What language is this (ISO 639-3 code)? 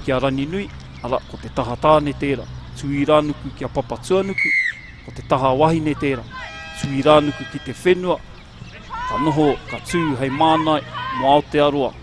mri